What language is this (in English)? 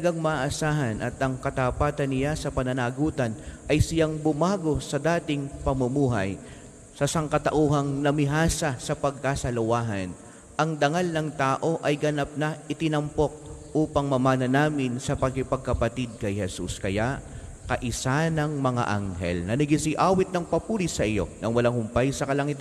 Filipino